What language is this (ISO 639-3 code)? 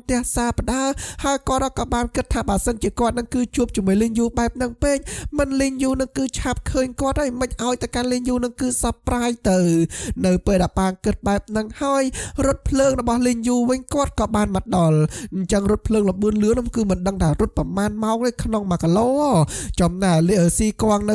khm